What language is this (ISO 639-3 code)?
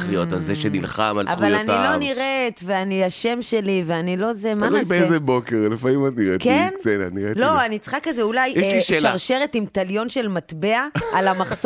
heb